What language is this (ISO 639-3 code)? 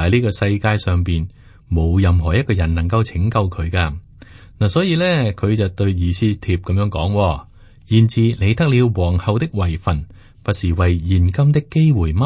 yue